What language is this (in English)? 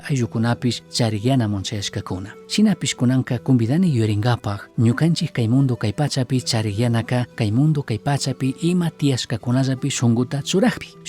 Chimborazo Highland Quichua